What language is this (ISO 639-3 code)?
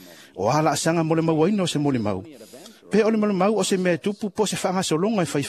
smo